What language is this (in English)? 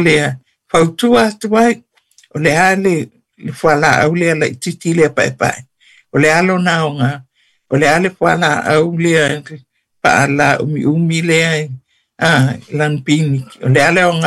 Samoan